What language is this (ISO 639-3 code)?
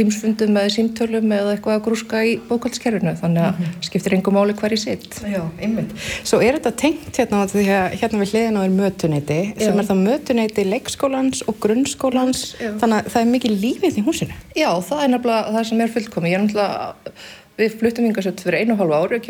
isl